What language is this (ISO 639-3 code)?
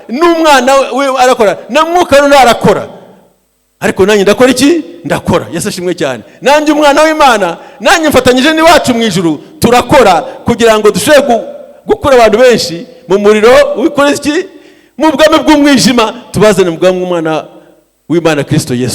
kin